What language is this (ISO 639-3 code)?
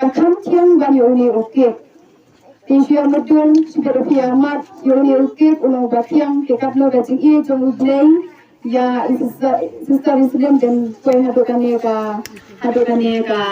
kha